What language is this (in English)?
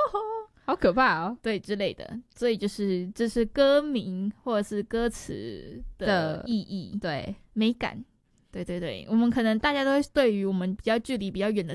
Chinese